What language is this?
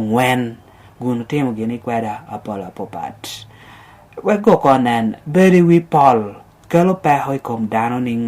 Lango (Uganda)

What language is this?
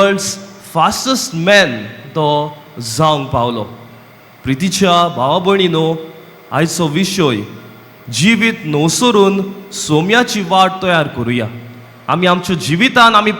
Konkani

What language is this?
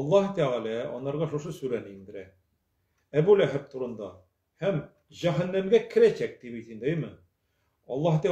Tatar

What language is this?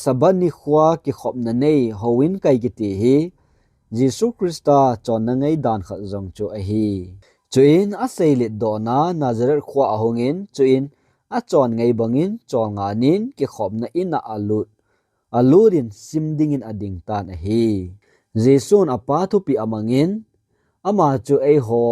Thado Chin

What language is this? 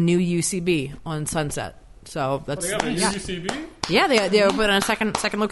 English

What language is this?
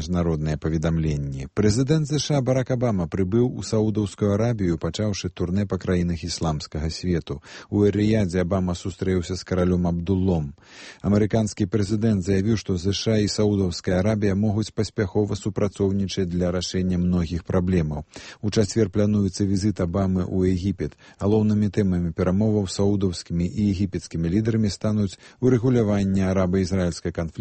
Belarusian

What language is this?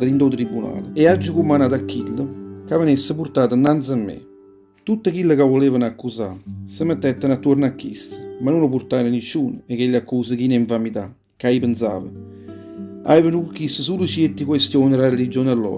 Neapolitan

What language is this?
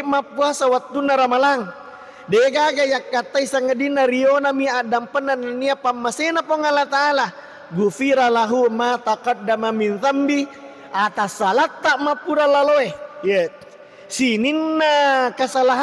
Buginese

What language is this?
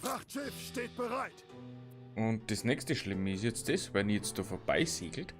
Bavarian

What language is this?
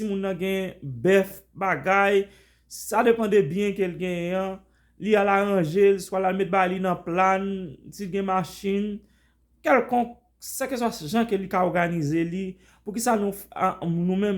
Haitian Creole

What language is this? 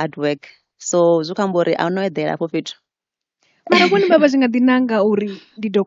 Venda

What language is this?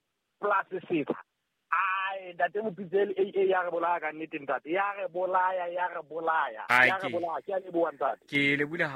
Southern Sotho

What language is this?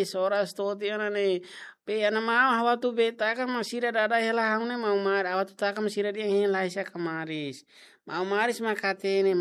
Tetum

